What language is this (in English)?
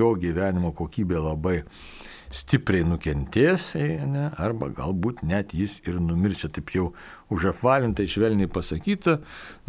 Lithuanian